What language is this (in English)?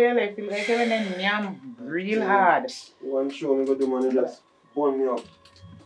Jamaican Creole English